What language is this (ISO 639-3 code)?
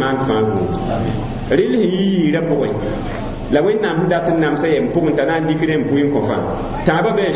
mos